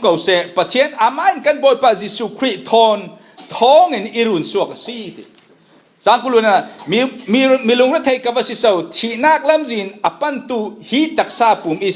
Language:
Falam Chin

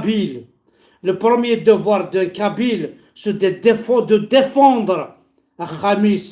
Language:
Kabyle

